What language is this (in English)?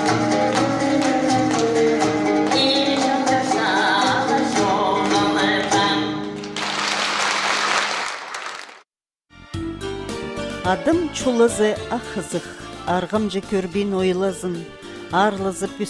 Khakas